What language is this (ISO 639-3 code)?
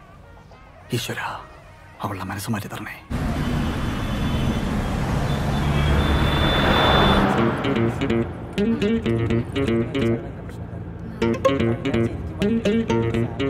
mal